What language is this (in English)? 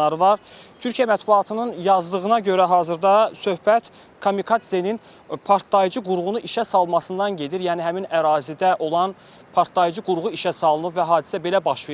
Azerbaijani